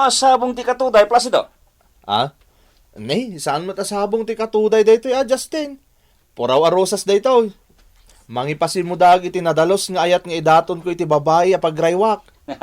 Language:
Iloko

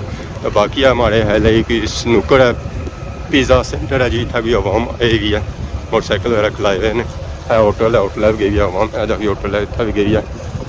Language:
Pahari-Potwari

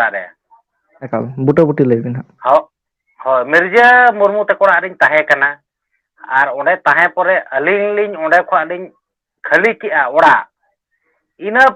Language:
Santali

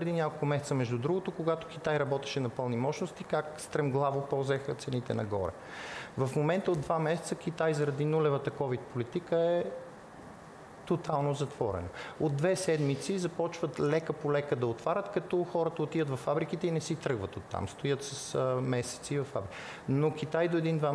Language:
Bulgarian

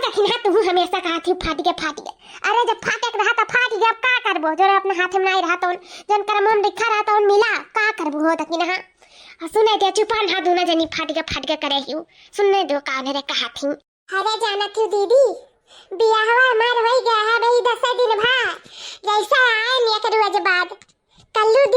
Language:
Awadhi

